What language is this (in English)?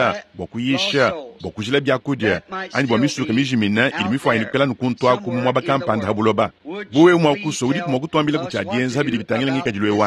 Luba-Lulua